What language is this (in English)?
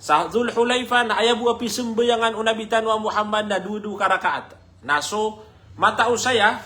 Maranao